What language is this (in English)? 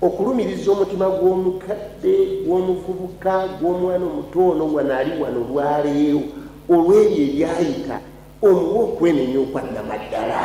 Ganda